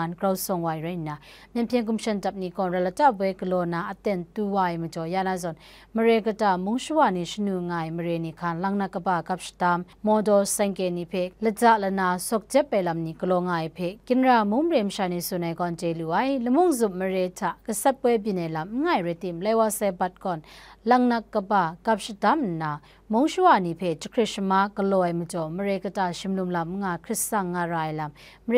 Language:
Kachin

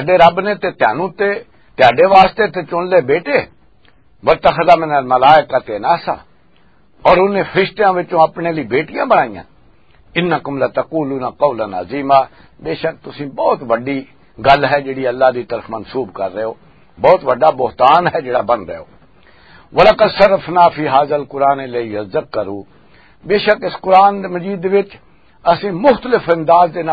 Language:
Western Panjabi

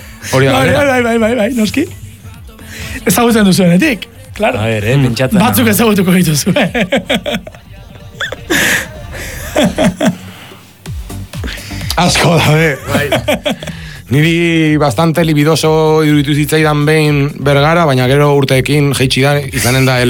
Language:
Basque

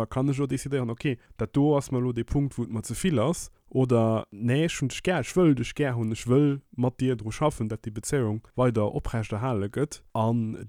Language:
Luxembourgish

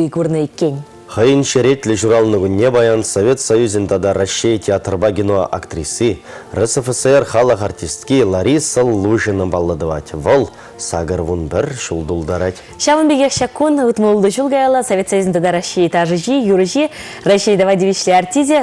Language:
Chuvash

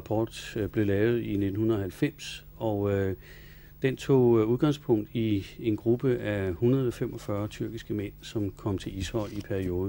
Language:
Danish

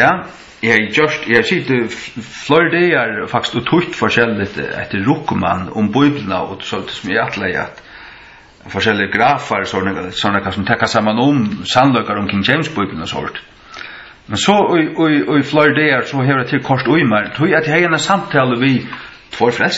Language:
Faroese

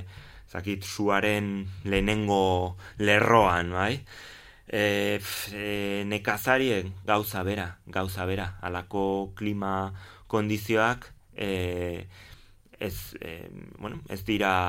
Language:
Basque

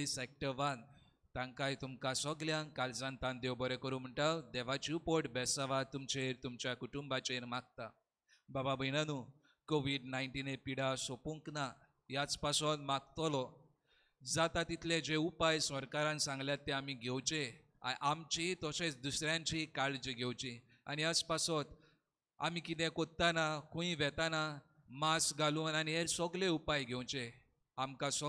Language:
Konkani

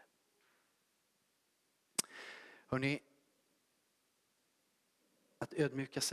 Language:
Swedish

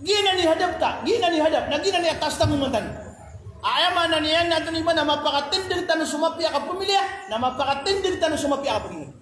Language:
Maranao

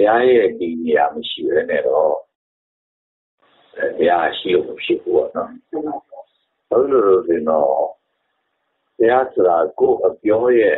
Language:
Burmese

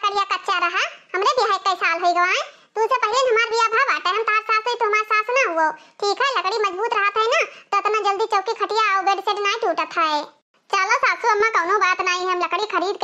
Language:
Awadhi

